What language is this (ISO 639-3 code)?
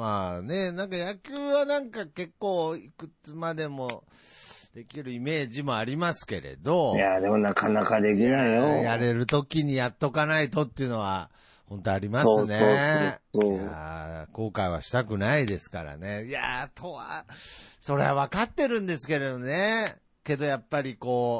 jpn